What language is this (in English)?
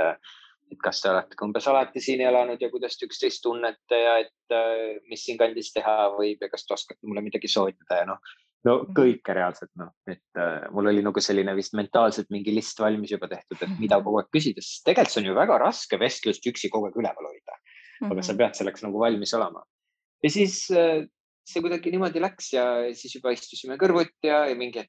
Estonian